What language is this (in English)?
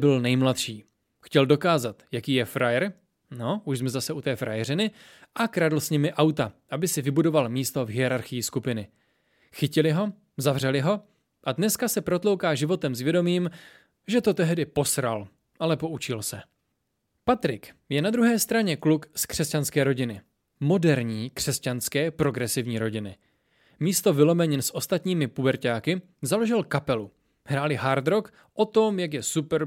Czech